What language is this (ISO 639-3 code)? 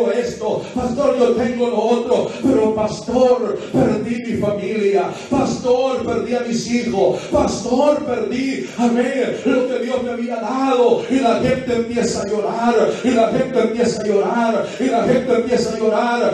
spa